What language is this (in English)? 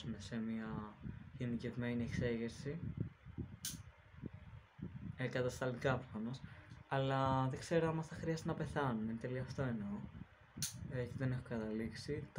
Greek